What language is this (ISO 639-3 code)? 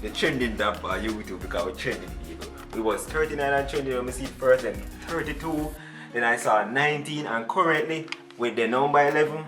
jam